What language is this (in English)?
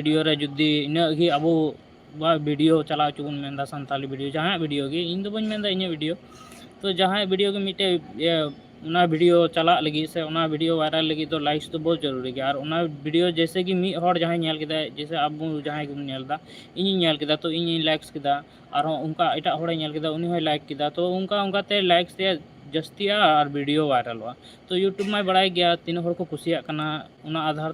Santali